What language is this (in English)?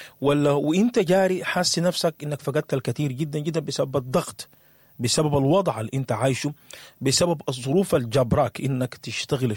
Sudanese Arabic